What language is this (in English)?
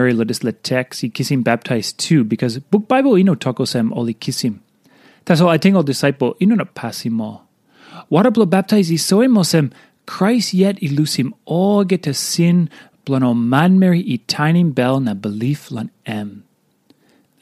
Tok Pisin